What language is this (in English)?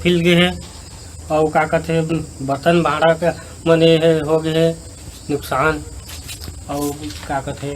Chhattisgarhi